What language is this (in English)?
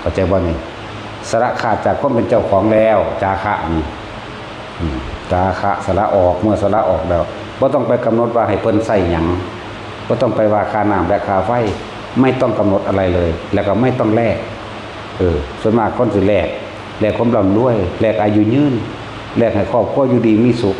Northeastern Thai